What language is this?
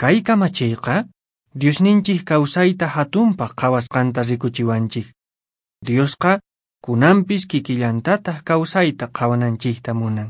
Quechua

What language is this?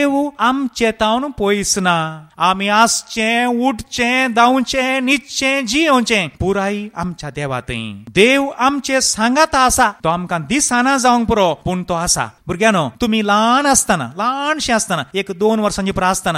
Konkani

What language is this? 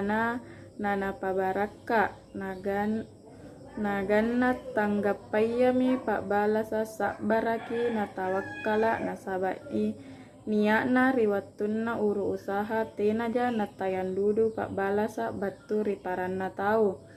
Makasar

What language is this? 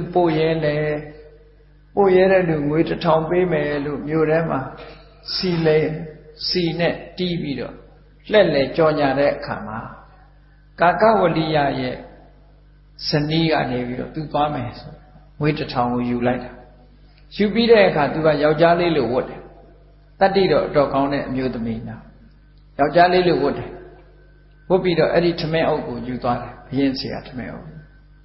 Burmese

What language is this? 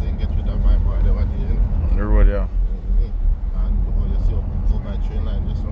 Jamaican Creole English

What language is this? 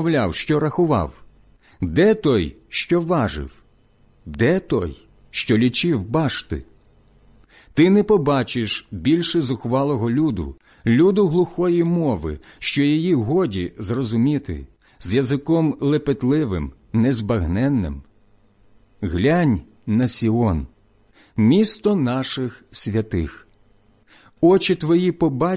Ukrainian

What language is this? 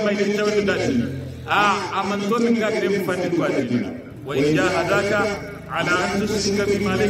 Hausa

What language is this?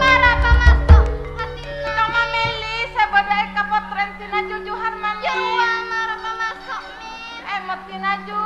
Madurese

